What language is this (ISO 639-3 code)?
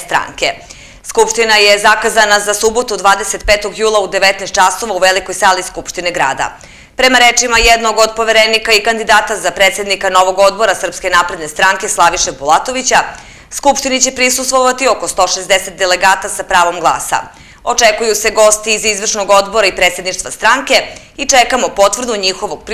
srp